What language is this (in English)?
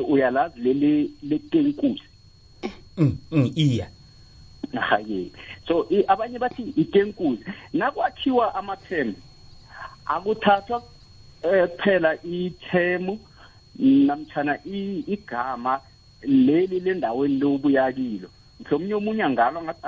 South Ndebele